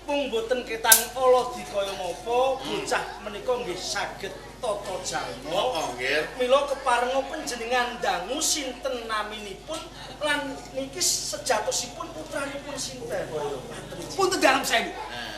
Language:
Javanese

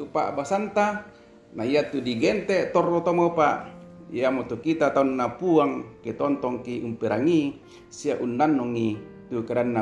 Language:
Toraja-Sa'dan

